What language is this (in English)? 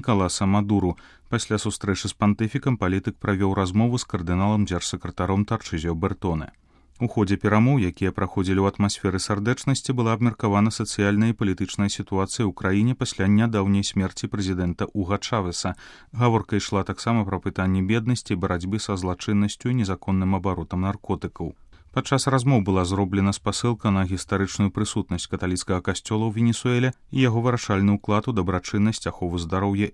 Belarusian